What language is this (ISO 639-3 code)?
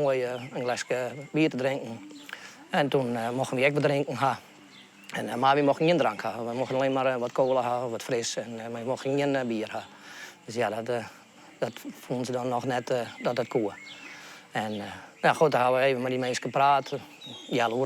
fry